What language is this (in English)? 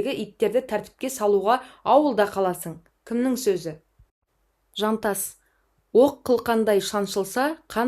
Kazakh